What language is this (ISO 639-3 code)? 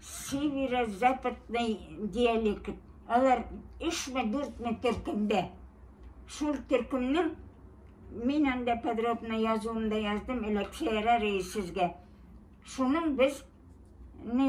bak